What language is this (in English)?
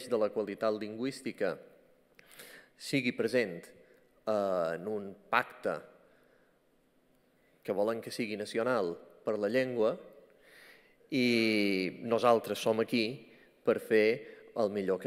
Catalan